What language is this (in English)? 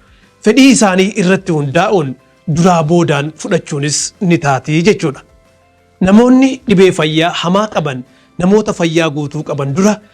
Oromo